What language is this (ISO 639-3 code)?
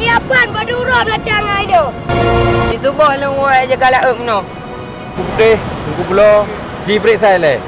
ace